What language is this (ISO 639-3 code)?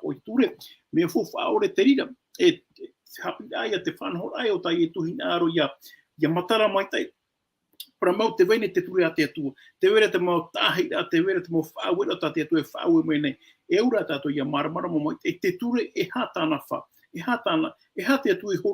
tah